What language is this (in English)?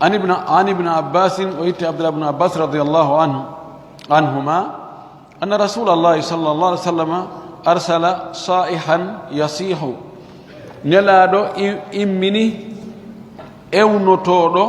Fula